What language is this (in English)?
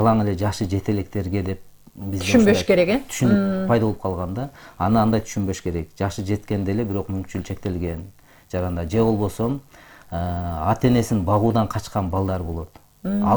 Kyrgyz